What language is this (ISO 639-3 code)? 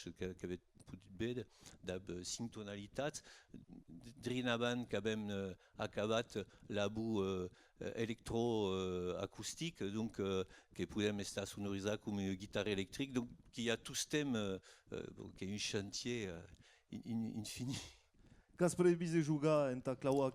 oci